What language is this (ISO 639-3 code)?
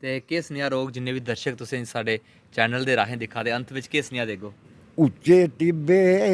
doi